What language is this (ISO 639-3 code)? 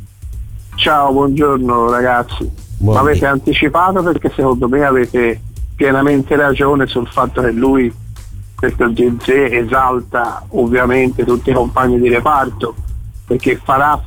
ita